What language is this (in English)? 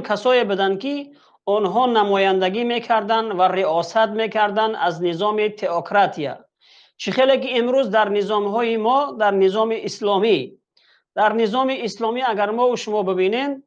Tajik